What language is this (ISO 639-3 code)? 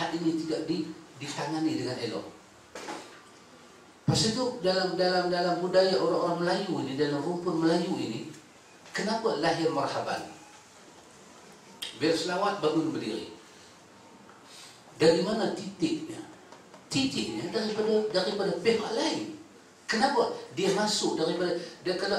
msa